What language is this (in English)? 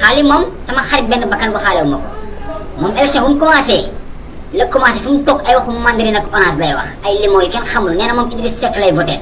Wolof